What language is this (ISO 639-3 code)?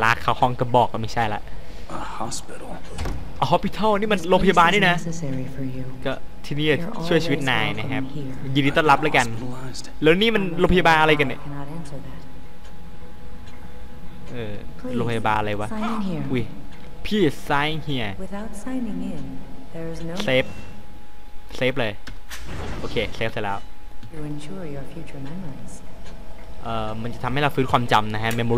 tha